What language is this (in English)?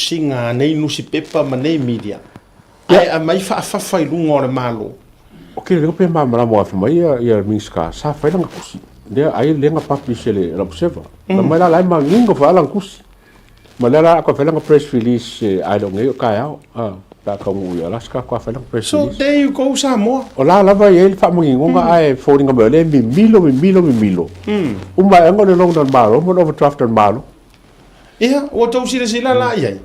Samoan